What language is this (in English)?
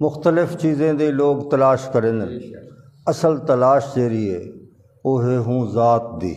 Saraiki